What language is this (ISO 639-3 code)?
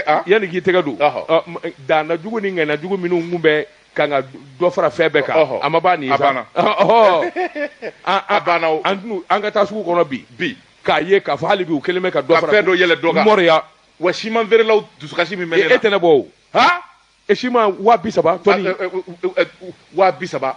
bam